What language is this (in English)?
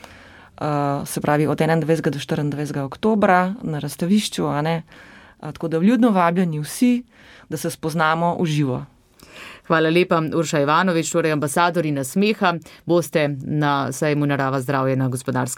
Slovenian